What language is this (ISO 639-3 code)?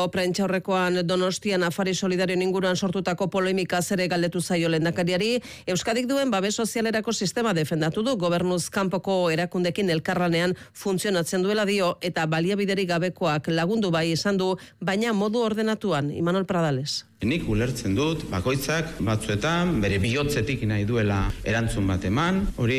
eus